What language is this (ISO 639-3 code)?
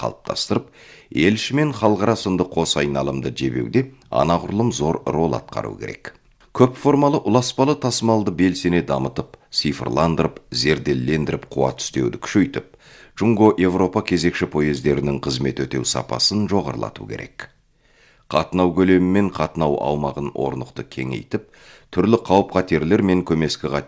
kaz